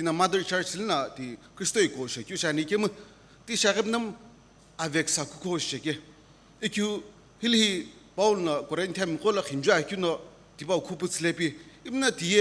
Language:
Sumi Naga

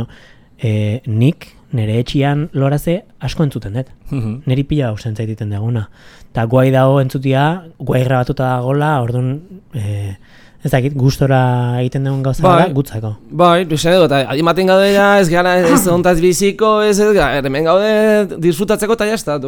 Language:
Basque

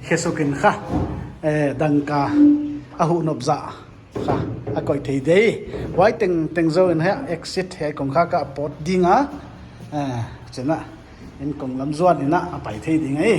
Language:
Paite Chin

